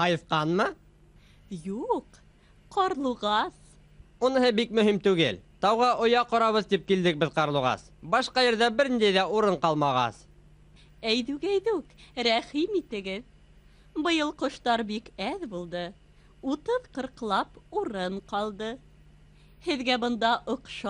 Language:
Bashkir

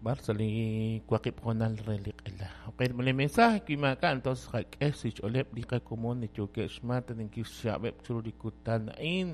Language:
Kekchí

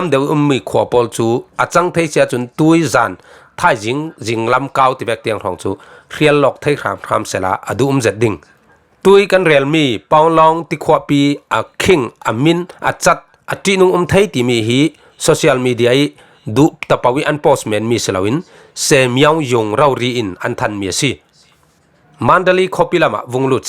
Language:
Falam Chin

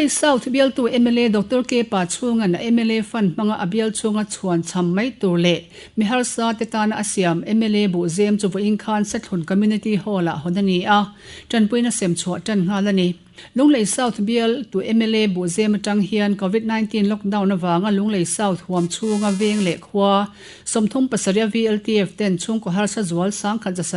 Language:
Mizo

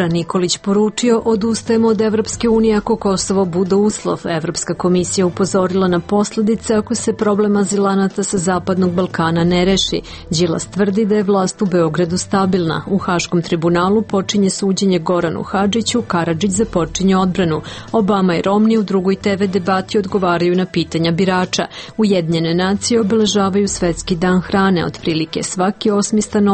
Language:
Serbian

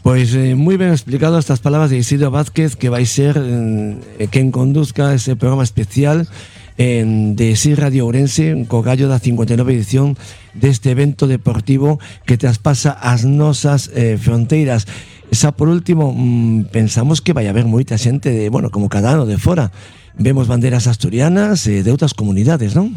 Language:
Galician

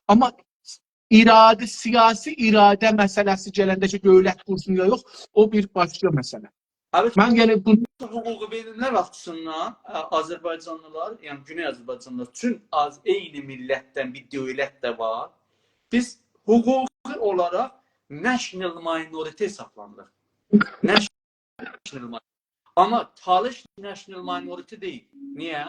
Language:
South Azerbaijani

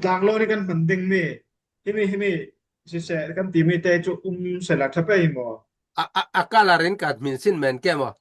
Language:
Falam Chin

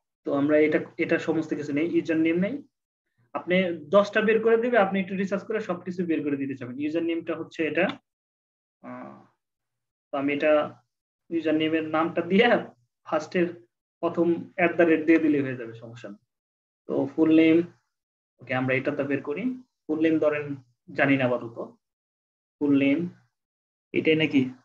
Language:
Bangla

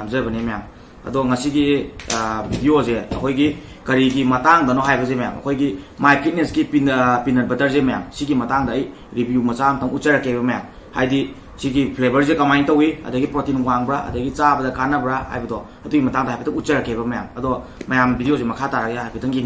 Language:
Manipuri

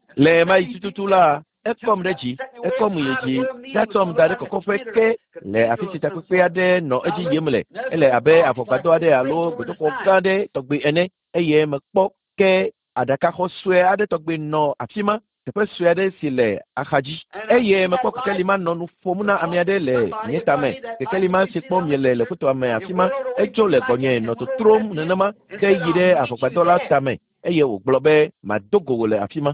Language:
Ewe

